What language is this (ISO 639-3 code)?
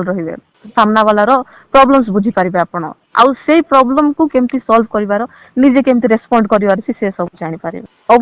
ori